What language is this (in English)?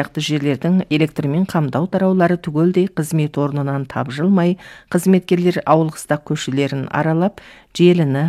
Kazakh